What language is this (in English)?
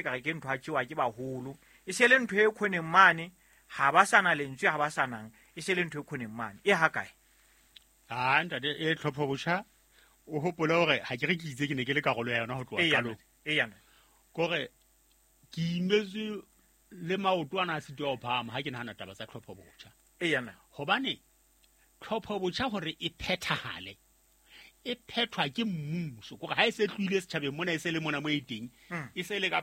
Southern Sotho